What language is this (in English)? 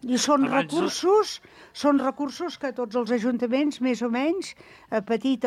Catalan